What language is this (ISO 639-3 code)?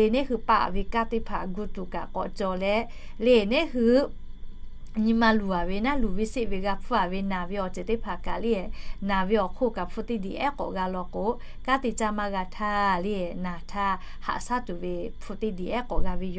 lhu